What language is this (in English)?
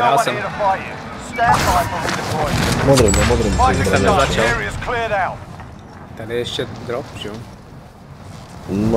Czech